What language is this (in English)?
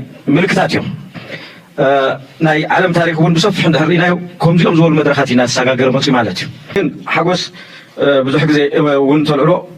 Tigrinya